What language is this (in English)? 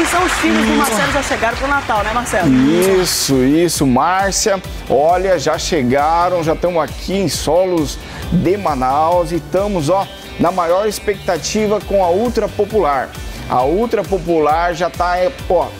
Portuguese